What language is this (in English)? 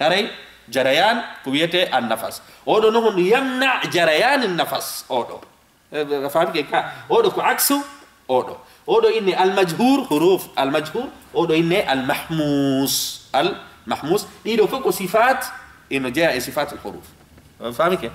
Fula